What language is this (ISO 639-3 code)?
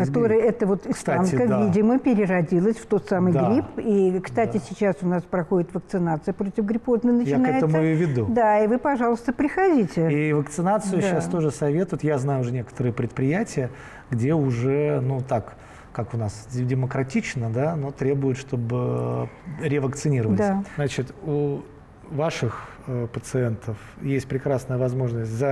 rus